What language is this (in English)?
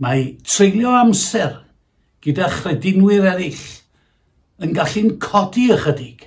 Welsh